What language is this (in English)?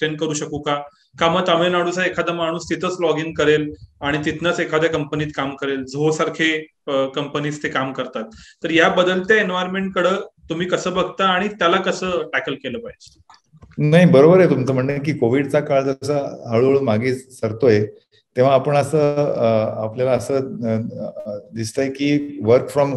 Marathi